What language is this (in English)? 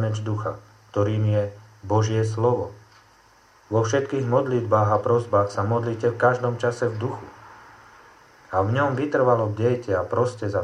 Slovak